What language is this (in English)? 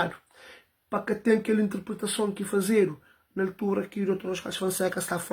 Kabuverdianu